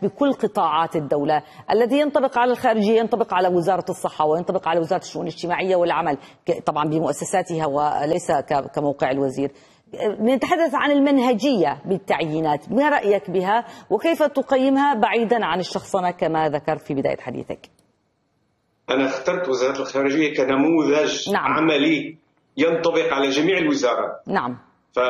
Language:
Arabic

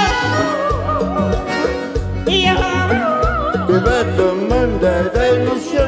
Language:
Spanish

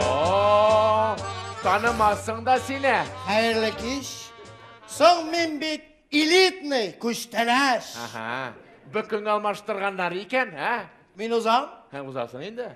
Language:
Tatar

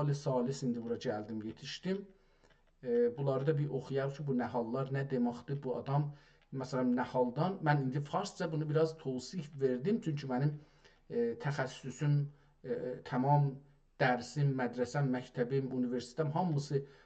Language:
South Azerbaijani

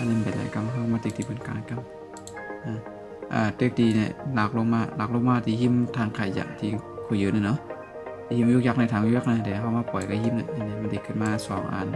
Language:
Shan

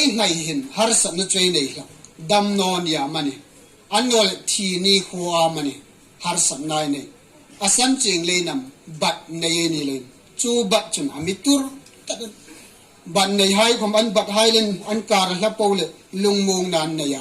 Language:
Hmar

